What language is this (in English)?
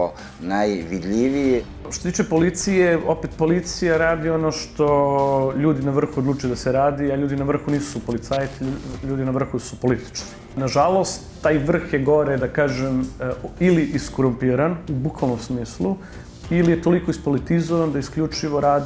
Serbian